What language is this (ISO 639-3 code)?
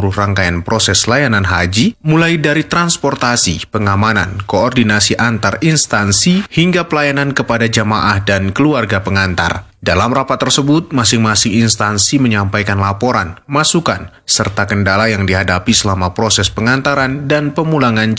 ind